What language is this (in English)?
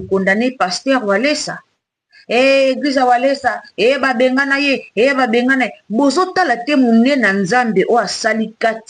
Lingala